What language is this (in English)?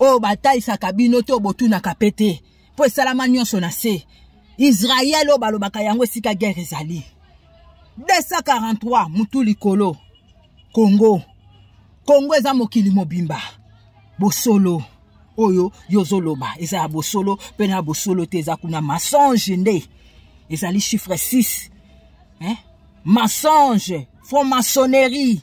Lingala